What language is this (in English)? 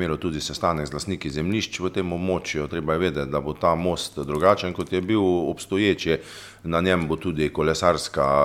Slovenian